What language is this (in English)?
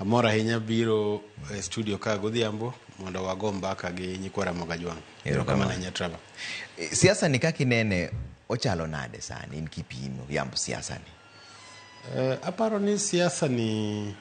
Luo (Kenya and Tanzania)